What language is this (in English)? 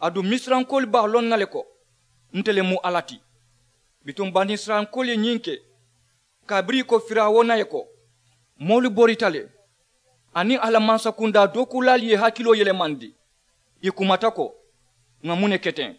Mandingo